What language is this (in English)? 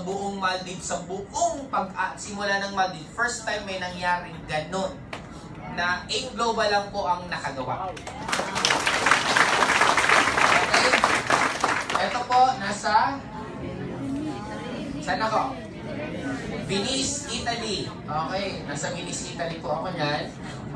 Filipino